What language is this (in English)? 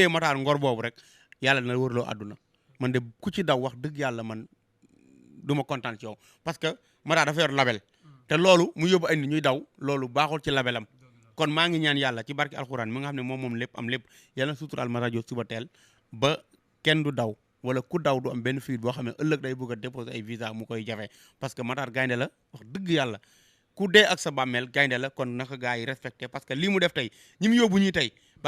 Wolof